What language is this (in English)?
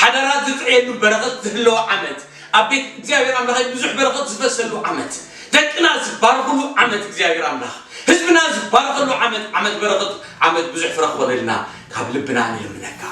Tigrinya